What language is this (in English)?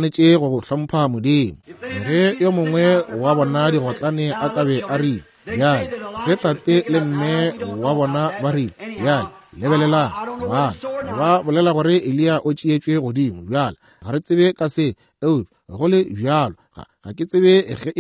Northern Sotho